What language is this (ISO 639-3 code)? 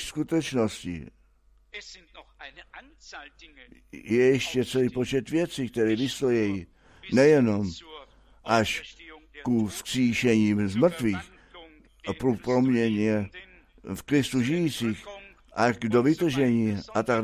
ces